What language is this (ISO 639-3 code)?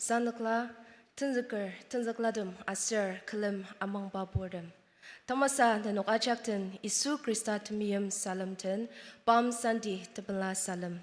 njo